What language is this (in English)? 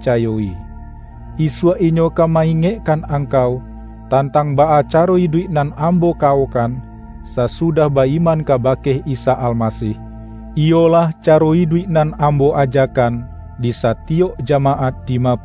Minangkabau